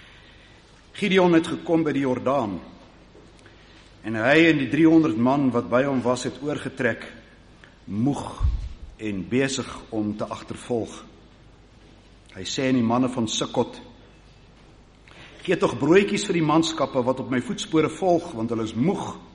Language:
Afrikaans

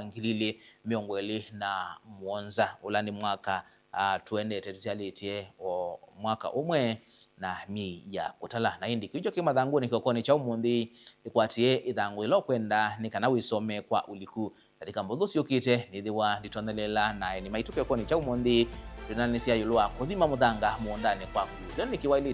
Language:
Kamba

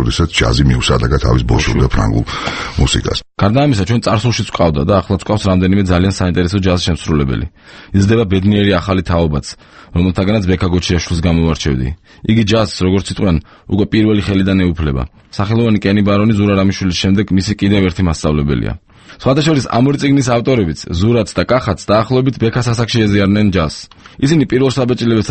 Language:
Georgian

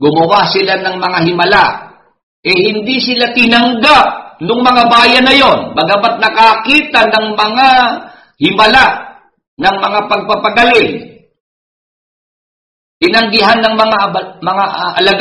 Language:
Filipino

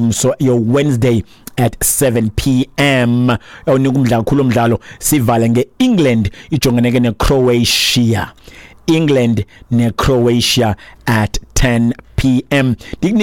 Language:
Xhosa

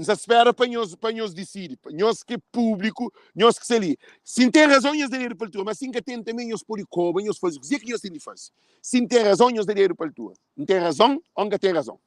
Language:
Kabuverdianu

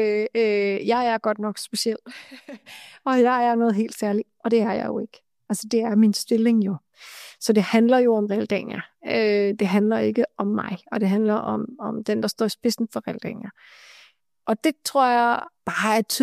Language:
Danish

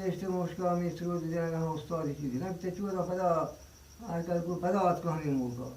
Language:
Eastern Balochi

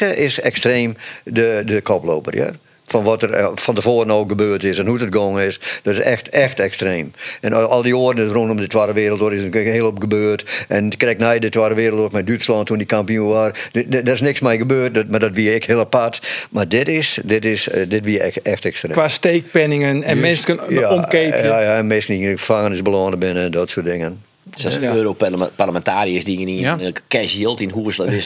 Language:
Western Frisian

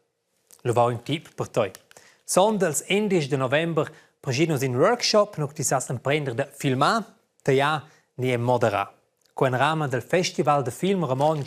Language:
Romansh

